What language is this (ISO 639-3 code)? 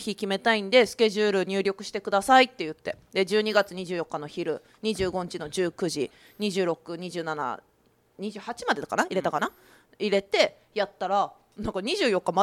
jpn